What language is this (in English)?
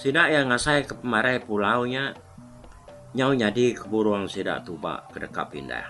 Iban